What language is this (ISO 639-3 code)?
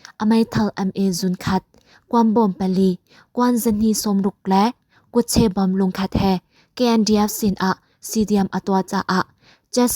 cnh